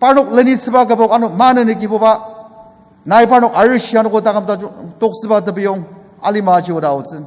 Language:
Ao Naga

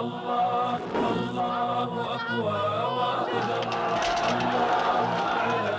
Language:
Kumyk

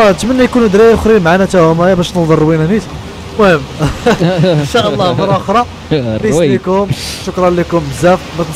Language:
Moroccan Arabic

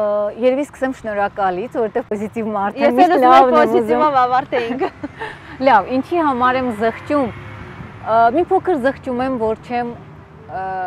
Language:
Armenian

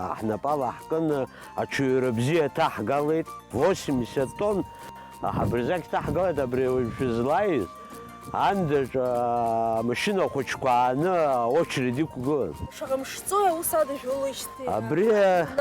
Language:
Abkhazian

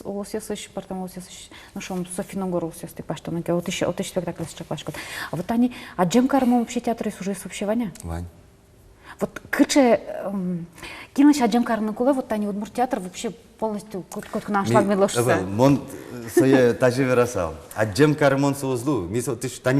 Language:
Udmurt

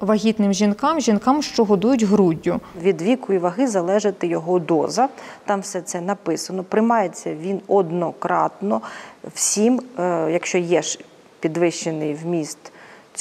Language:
Ukrainian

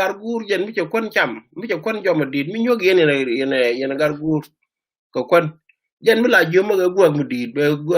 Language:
Nuer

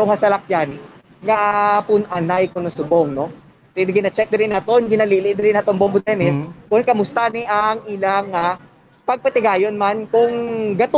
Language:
Hiligaynon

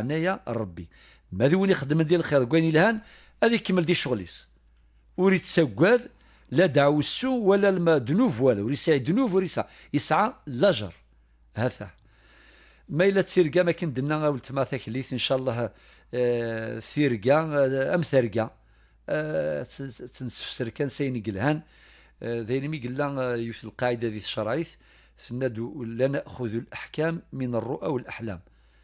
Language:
Kabyle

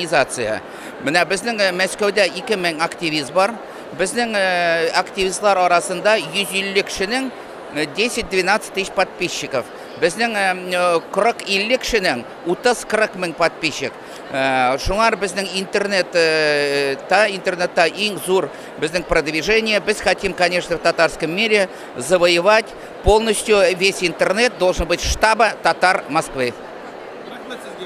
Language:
Tatar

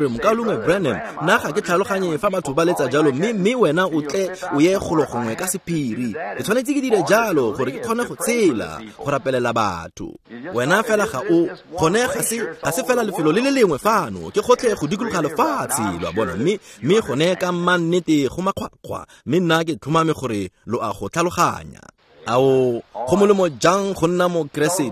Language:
Tswana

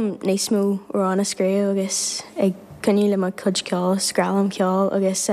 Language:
Irish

